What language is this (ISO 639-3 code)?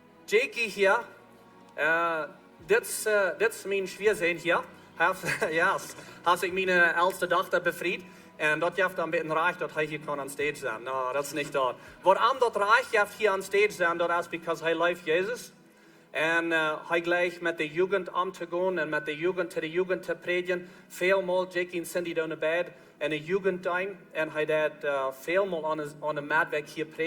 pdt